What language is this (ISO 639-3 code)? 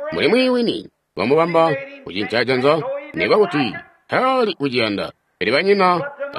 toi